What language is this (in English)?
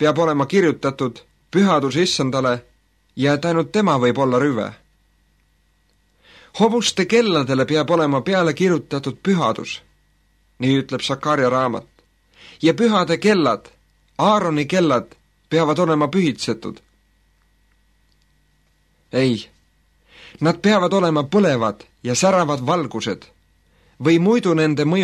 Estonian